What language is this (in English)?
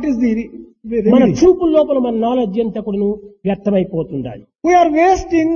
Telugu